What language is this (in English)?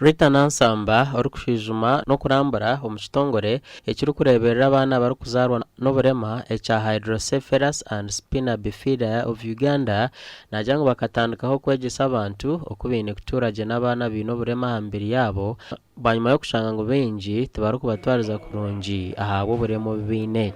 Nyankole